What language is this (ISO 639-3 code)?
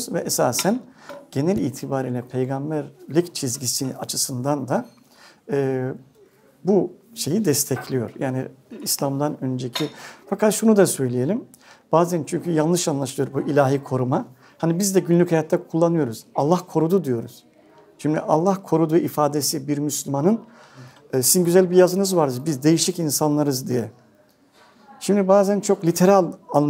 tur